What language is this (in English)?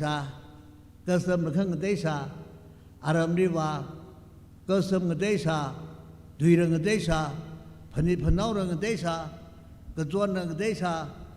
Tangkhul Naga (India)